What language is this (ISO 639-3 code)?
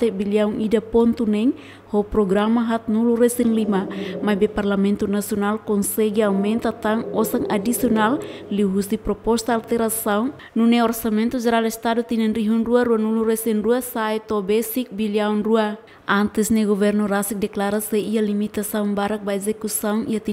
tet